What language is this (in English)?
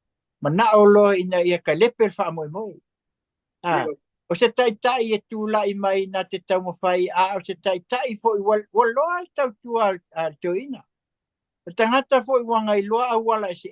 Samoan